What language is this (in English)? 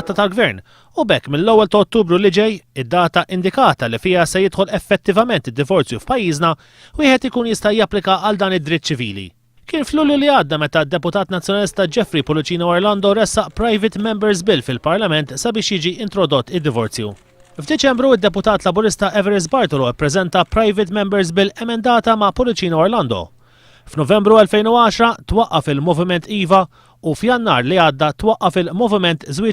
Maltese